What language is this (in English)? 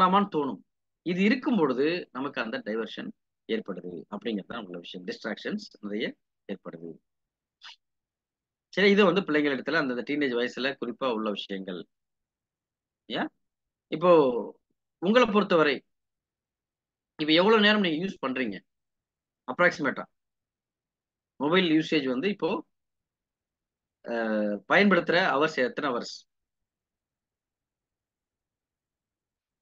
Tamil